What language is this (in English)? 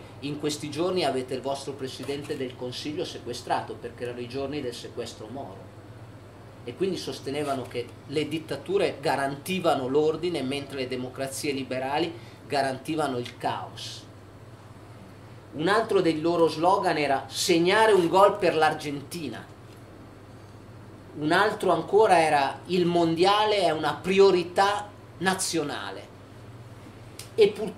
Italian